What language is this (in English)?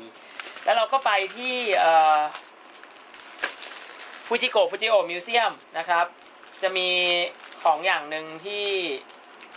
Thai